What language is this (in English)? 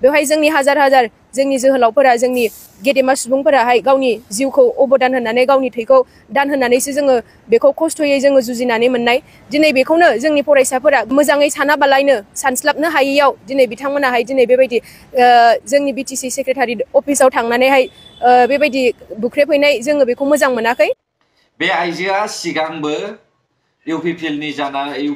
Bodo